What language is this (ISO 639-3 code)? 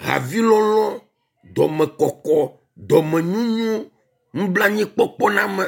ewe